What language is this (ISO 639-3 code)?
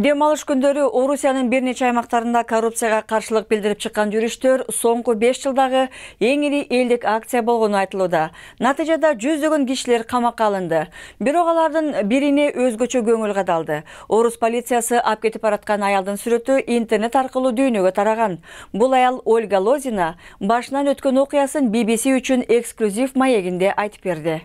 kir